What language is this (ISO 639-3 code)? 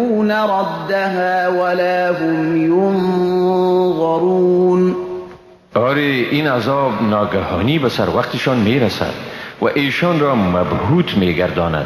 fas